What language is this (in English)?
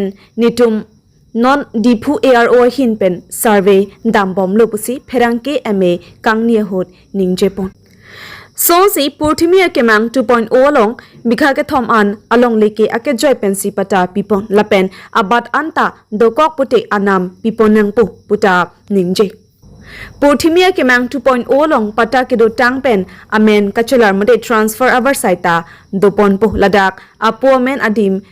Karbi